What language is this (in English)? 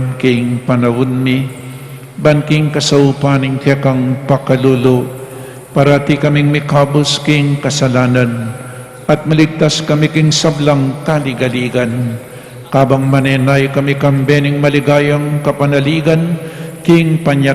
Pampanga